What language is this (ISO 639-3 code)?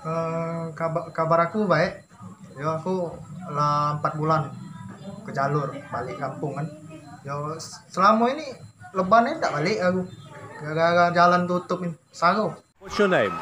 mui